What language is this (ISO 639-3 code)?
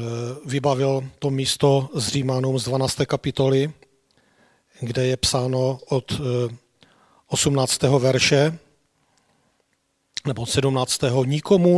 ces